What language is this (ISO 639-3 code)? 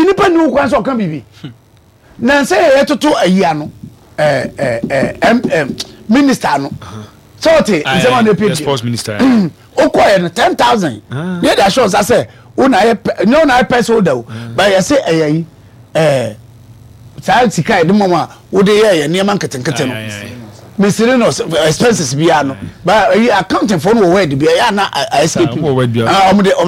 aka